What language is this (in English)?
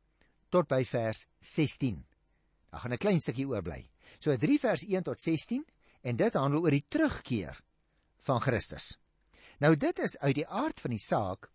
Afrikaans